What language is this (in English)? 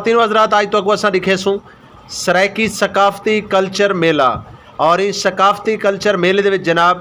Saraiki